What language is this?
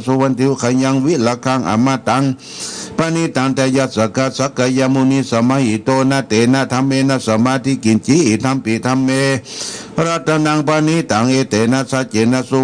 Pali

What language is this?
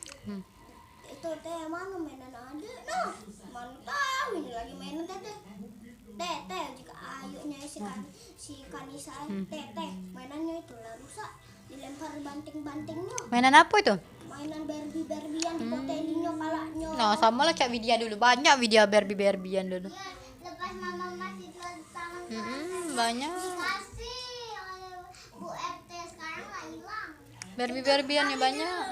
Musi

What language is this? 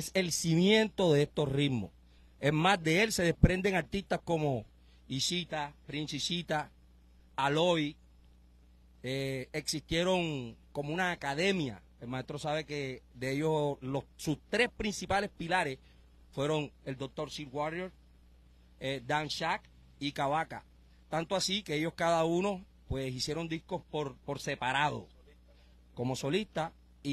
Spanish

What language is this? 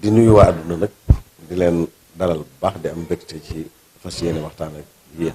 Wolof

